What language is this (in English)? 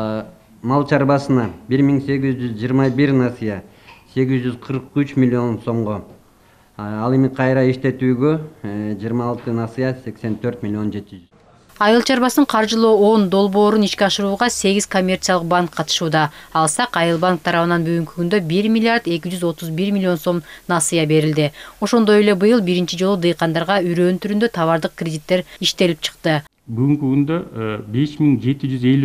Kyrgyz